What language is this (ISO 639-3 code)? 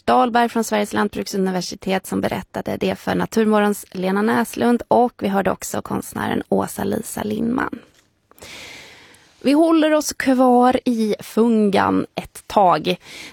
swe